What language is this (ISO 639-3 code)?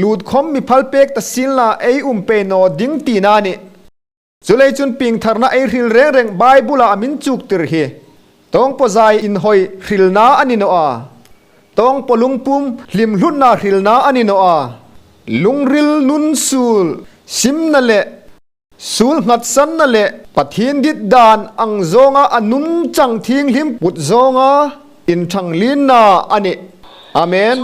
hmr